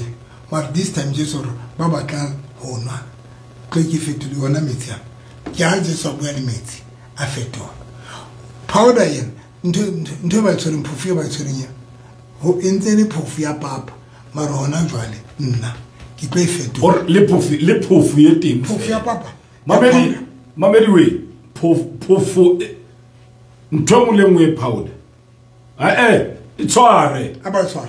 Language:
Southern Sotho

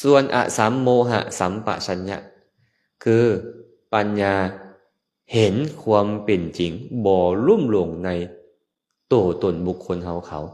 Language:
Lao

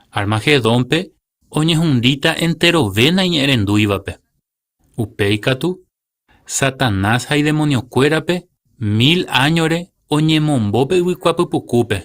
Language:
Guarani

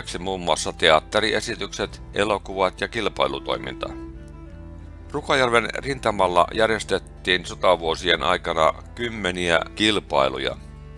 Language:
Finnish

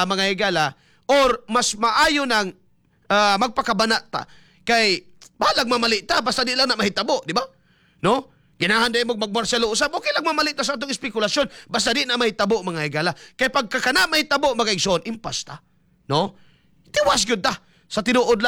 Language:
Cebuano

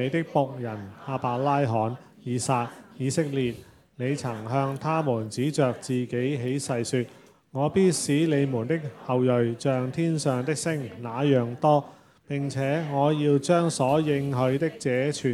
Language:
Cantonese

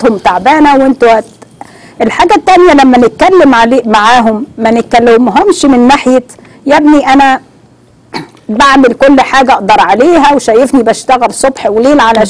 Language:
Egyptian Arabic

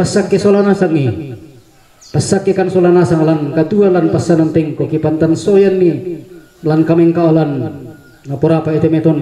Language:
Toraja-Sa'dan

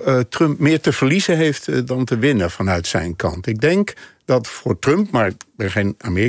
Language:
Dutch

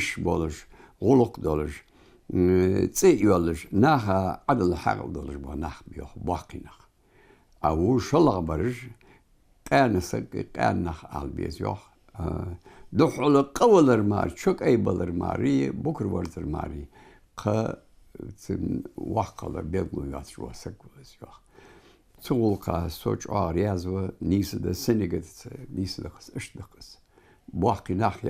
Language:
Ingush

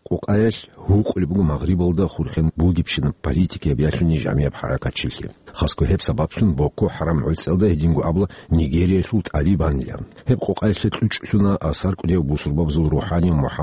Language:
Avaric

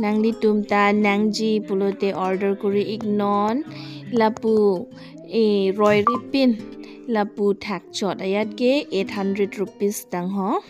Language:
Karbi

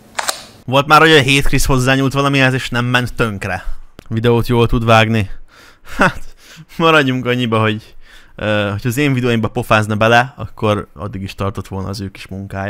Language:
Hungarian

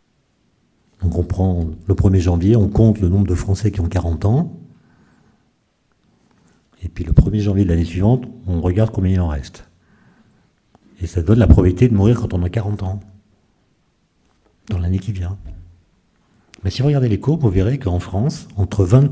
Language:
French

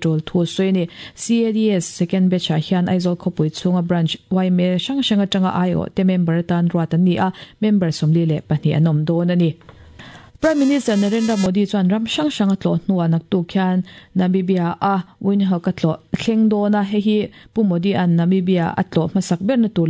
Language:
Mizo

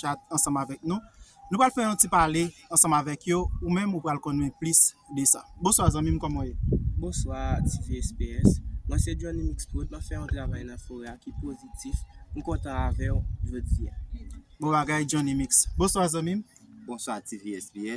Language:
Haitian Creole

